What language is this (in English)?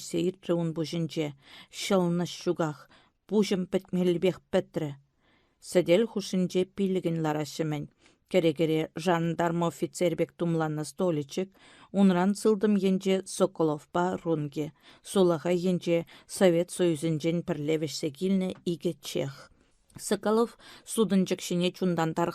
Chuvash